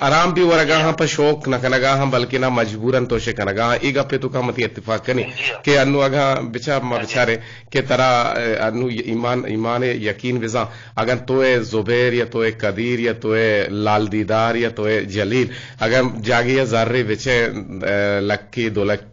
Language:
Eastern Balochi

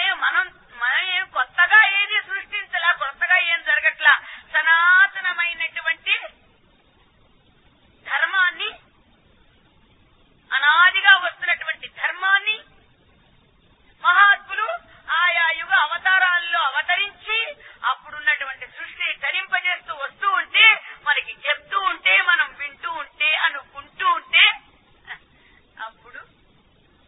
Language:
Telugu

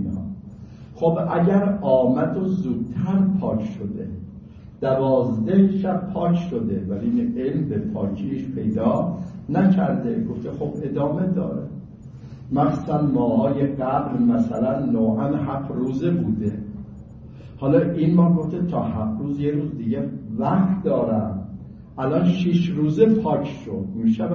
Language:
Persian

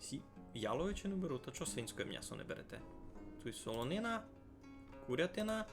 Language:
Rusyn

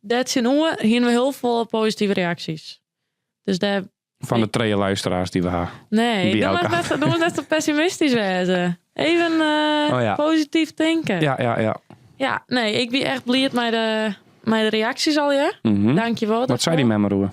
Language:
Western Frisian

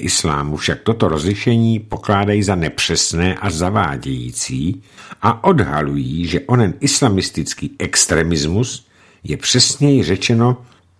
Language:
Czech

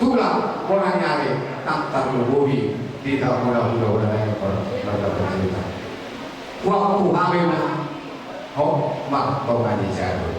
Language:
Batak Toba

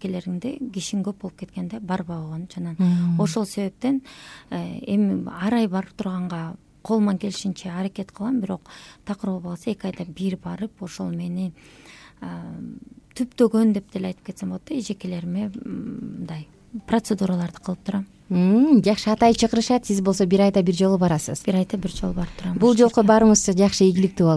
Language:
Kyrgyz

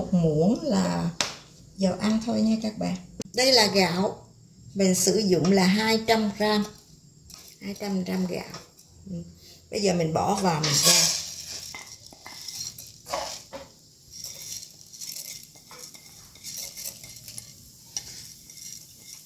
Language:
Vietnamese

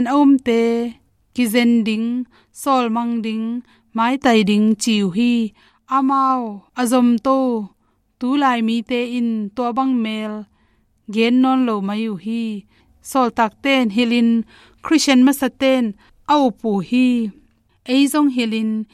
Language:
Tedim Chin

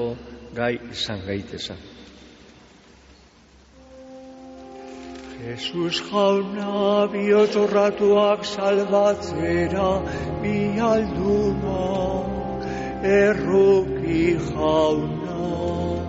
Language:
Basque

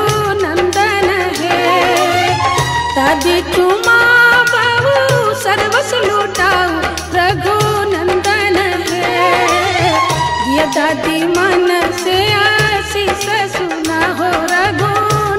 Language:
Bhojpuri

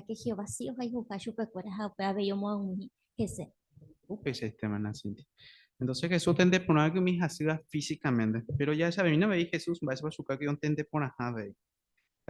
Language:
Guarani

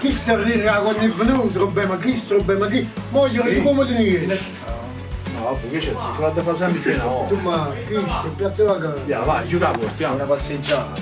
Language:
Neapolitan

